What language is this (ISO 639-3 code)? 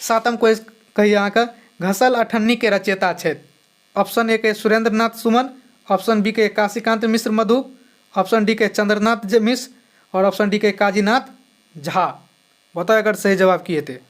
mai